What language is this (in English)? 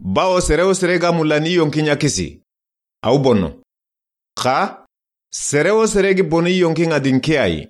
Soninke